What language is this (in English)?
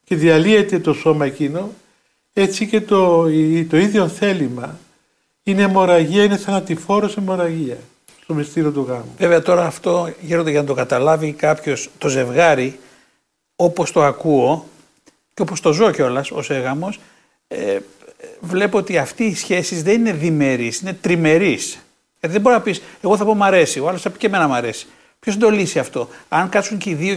Greek